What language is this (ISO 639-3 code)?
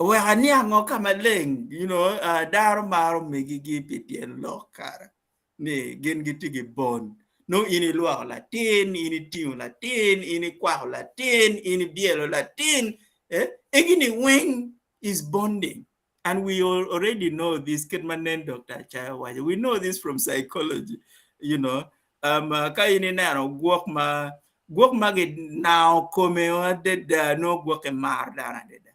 ach